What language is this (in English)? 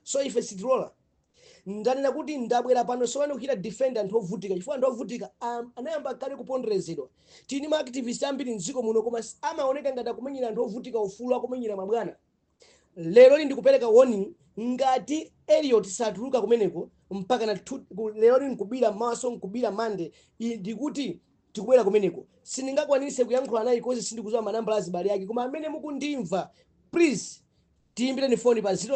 Nyanja